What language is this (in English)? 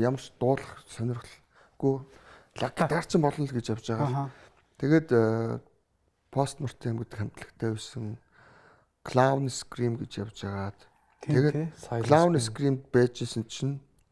Mongolian